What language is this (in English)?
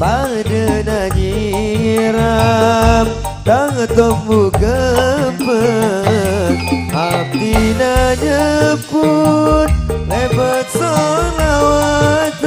Madurese